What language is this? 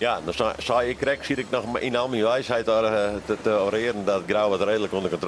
Western Frisian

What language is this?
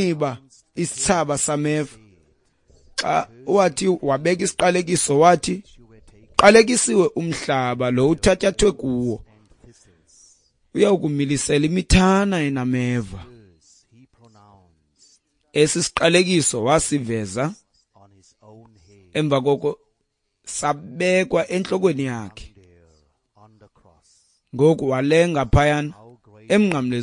Xhosa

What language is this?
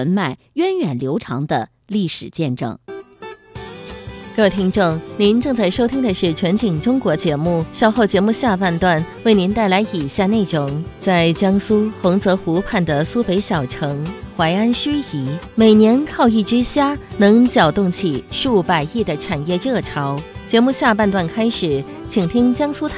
Chinese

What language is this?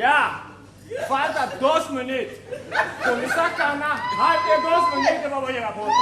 Papiamento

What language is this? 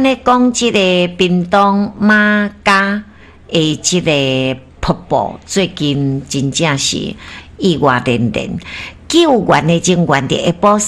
Min Nan Chinese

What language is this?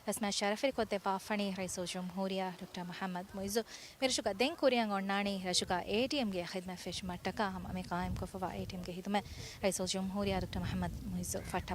Divehi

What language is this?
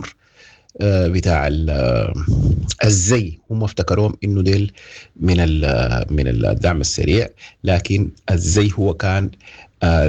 Sudanese Arabic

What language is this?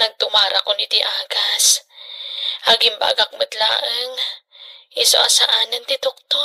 Iloko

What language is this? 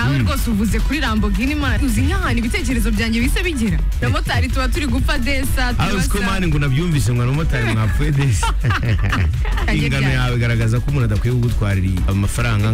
Kinyarwanda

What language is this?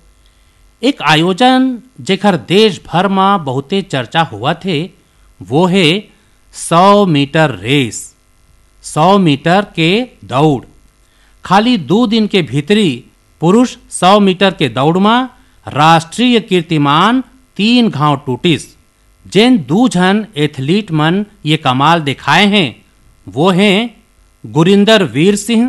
Chhattisgarhi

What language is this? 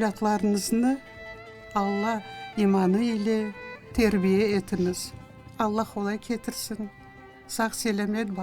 Crimean Tatar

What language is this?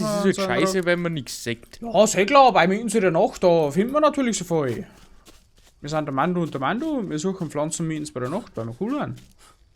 Bavarian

